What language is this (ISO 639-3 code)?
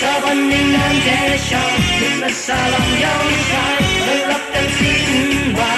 kac